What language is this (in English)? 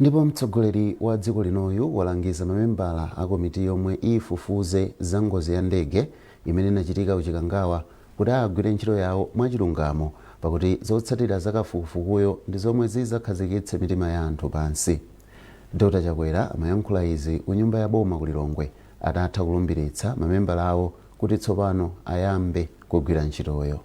Nyanja